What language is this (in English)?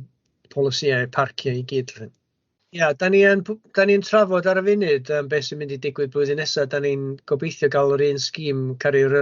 Welsh